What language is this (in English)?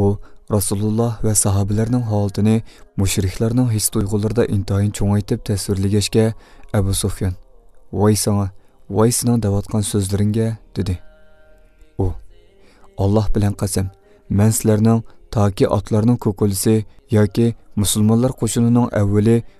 Uyghur